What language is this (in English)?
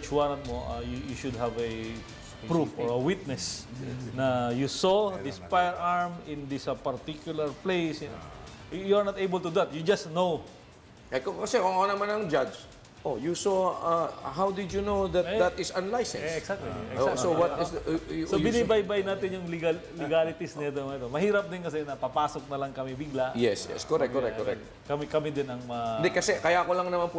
Filipino